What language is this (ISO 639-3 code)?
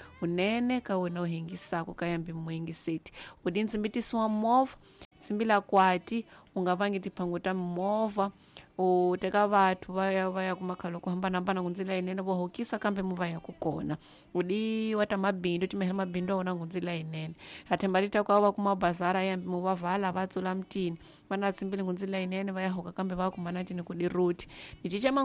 tso